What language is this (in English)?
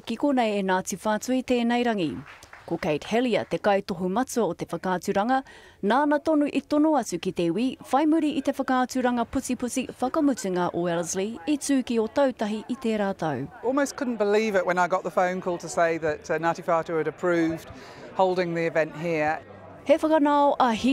Māori